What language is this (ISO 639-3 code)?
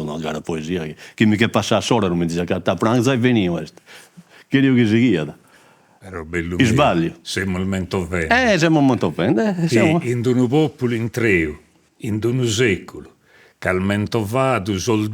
srd